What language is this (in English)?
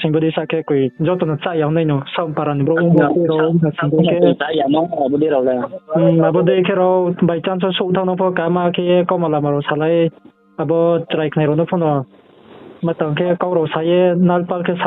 Riang (India)